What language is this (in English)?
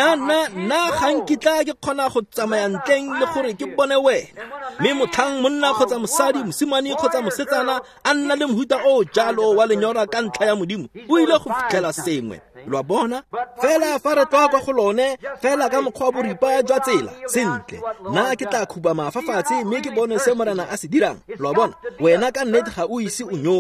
Tswana